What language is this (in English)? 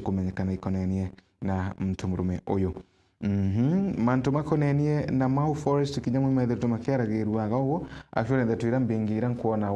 Meru